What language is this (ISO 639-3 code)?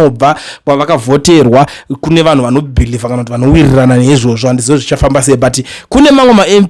sna